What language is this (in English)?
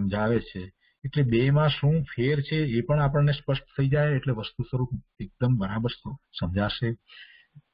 Gujarati